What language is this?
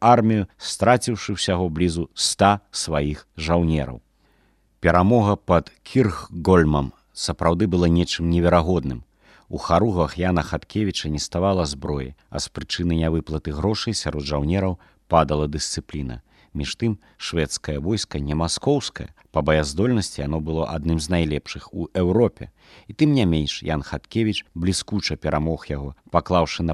Belarusian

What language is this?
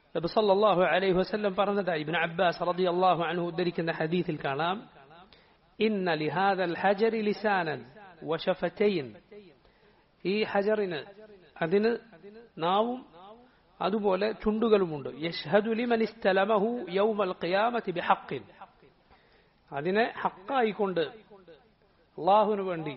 Malayalam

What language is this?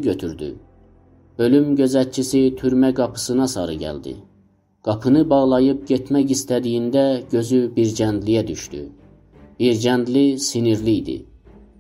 South Azerbaijani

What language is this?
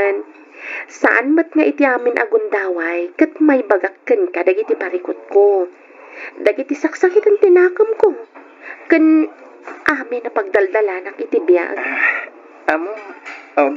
Iloko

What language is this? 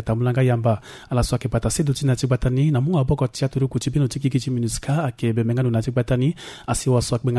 Sango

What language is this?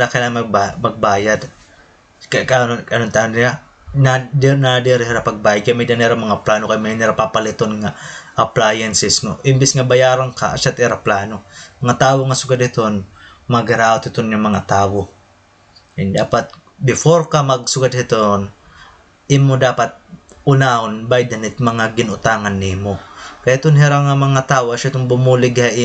Waray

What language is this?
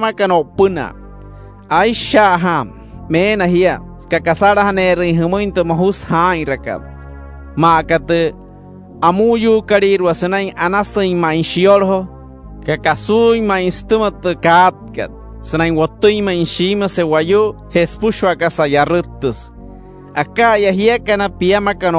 Wayuu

